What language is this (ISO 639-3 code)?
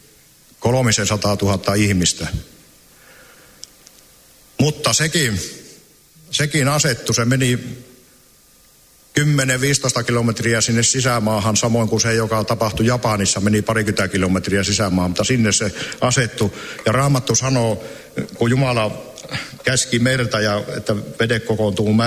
fin